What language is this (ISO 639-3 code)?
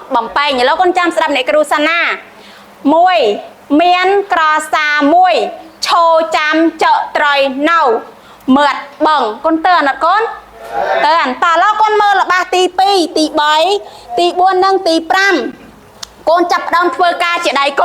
khm